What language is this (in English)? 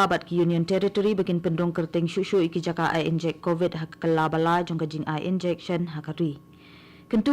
Khasi